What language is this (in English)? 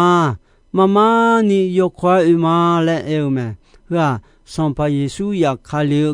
Akha